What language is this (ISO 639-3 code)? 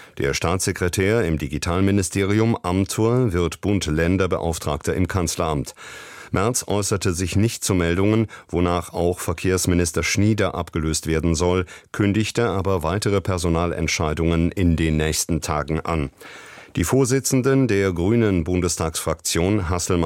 deu